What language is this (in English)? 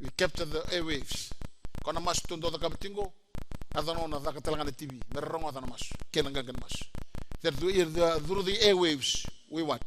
Fijian